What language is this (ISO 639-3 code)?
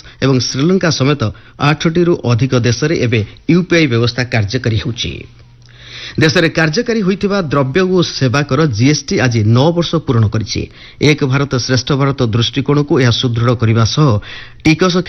ori